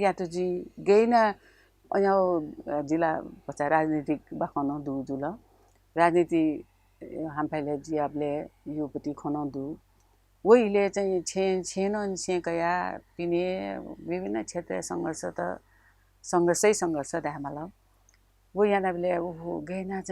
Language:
Newari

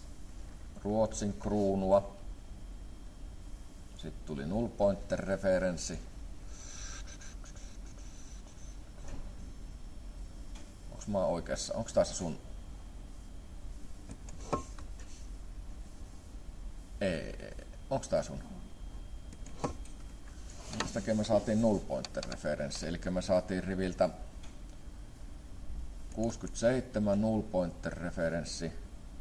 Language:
Finnish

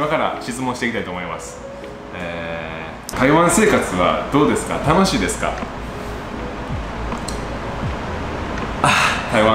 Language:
Japanese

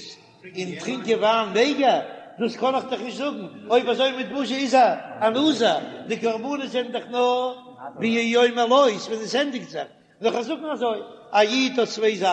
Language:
Yiddish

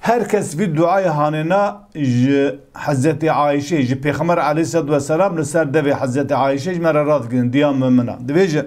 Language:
Kurdish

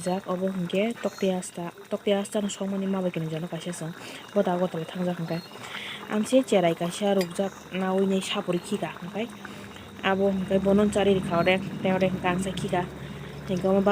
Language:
Kok Borok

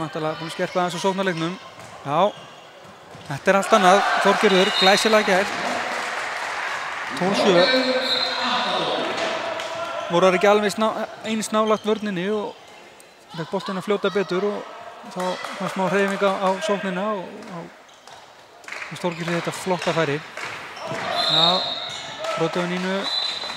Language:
Icelandic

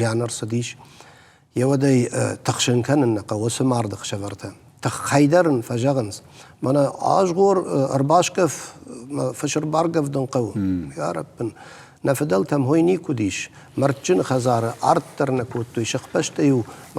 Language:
Ossetic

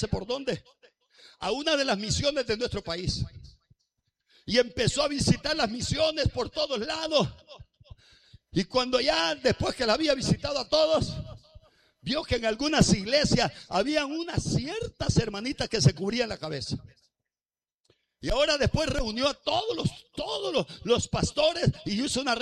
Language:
Spanish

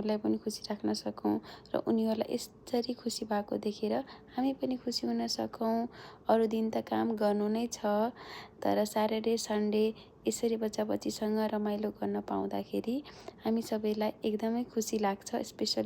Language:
Nepali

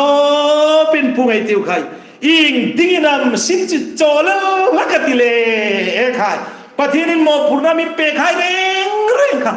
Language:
Hmar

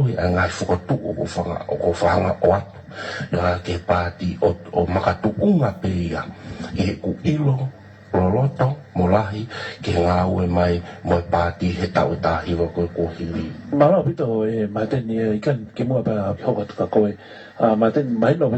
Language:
Tongan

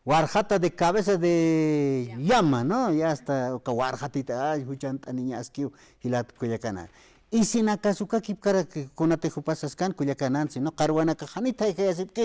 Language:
Aymara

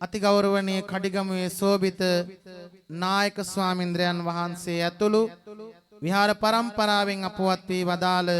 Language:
Sinhala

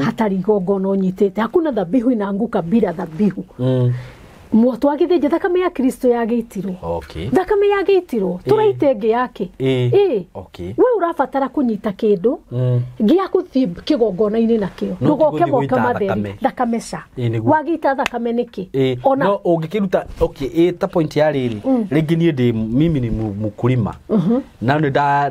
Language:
Kikuyu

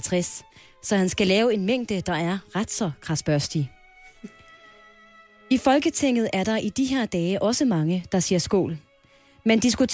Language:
Danish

